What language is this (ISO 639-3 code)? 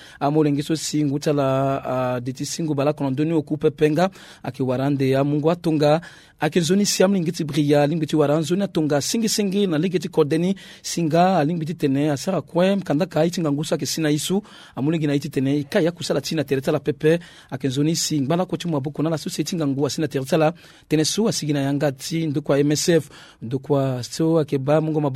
sag